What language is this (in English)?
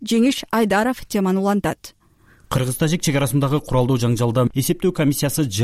Kyrgyz